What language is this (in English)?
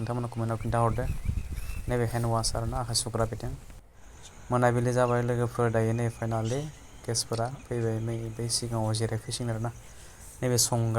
Bodo